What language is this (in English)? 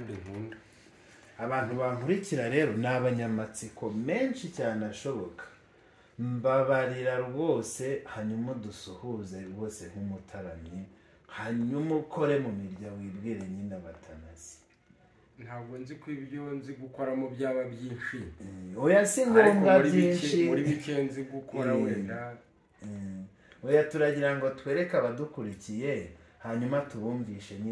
Kinyarwanda